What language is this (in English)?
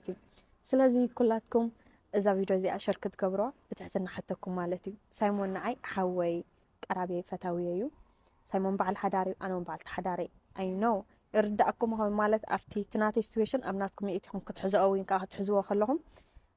Tigrinya